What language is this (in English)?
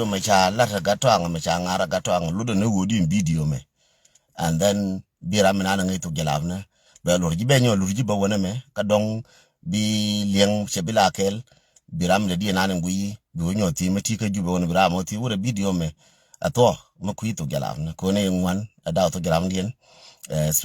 Nuer